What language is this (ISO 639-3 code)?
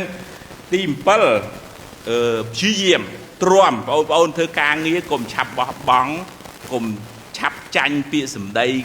khm